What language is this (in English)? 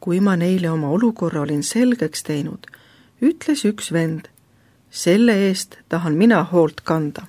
Estonian